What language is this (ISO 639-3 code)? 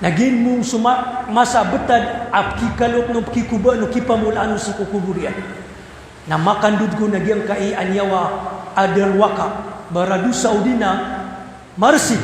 mrw